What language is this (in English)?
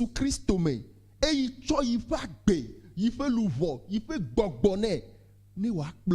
Ewe